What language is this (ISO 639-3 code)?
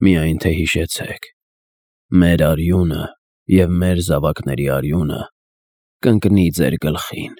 hye